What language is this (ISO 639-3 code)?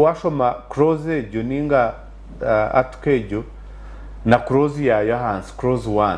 nyn